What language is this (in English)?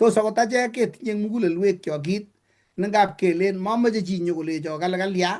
Kalenjin